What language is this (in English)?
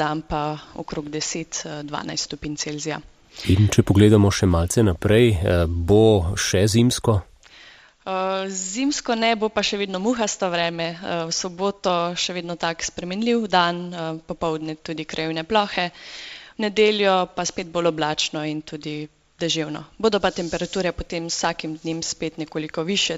Slovenian